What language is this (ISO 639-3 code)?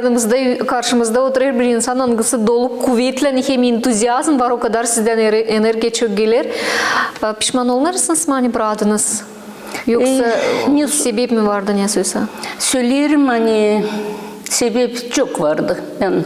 gag